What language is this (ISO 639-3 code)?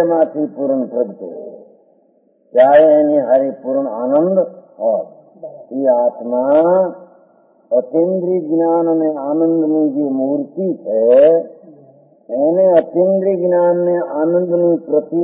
guj